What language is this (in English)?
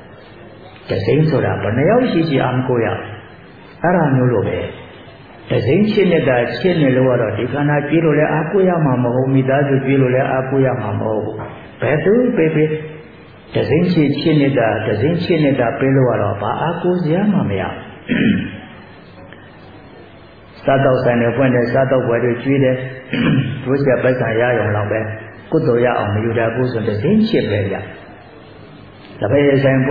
Burmese